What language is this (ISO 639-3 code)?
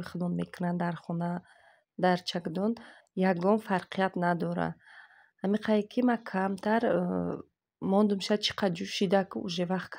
tgk